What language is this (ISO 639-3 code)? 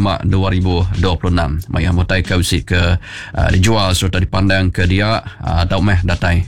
iba